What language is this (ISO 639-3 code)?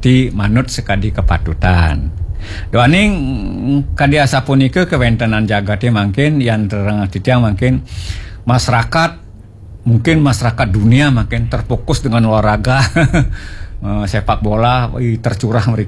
ban